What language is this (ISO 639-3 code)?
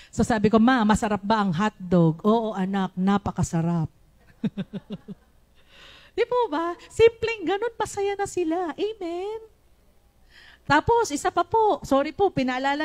fil